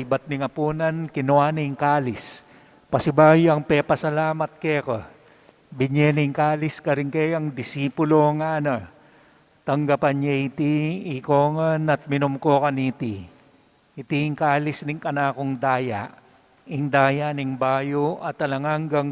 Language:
Pampanga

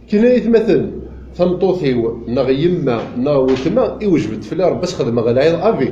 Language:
Kabyle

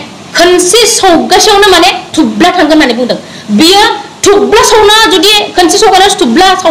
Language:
Bodo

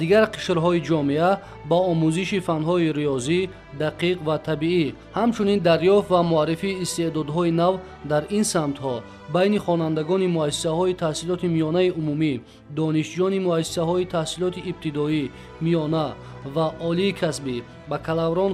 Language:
Tajik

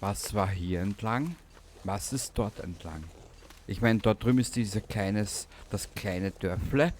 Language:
Bavarian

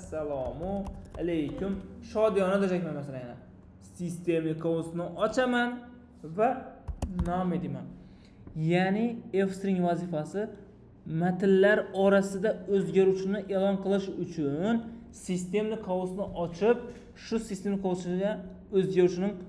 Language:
Uzbek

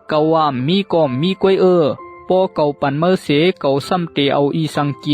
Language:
Shan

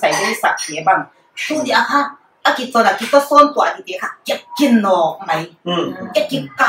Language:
Paite Chin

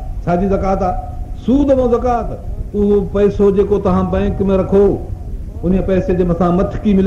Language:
Sindhi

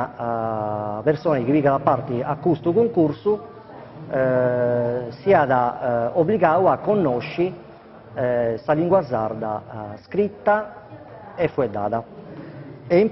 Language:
Sardinian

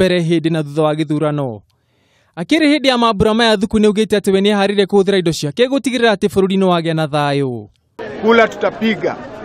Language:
Kikuyu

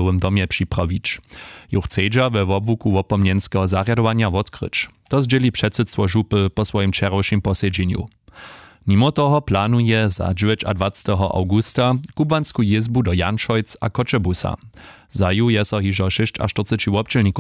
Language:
Upper Sorbian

